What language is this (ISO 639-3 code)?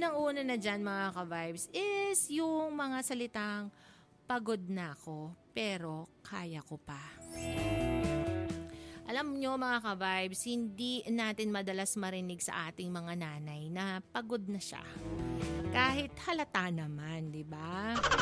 fil